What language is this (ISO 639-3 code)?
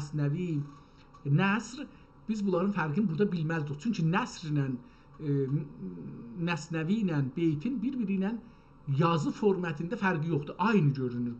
azb